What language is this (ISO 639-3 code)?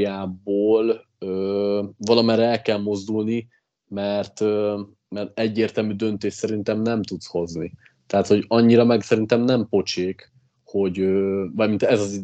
hun